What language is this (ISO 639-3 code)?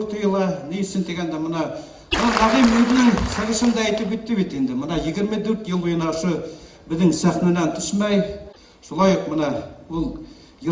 bak